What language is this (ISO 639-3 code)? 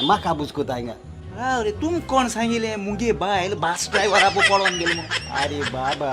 kok